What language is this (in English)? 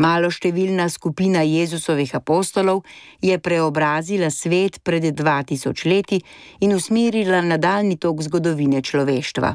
Slovenian